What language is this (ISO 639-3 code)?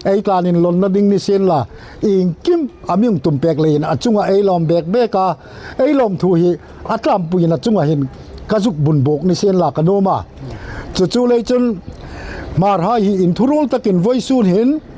hmr